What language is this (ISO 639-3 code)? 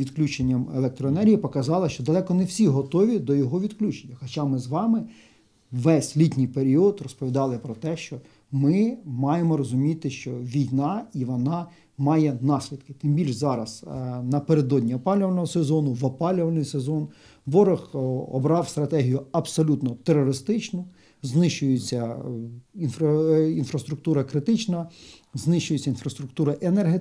ukr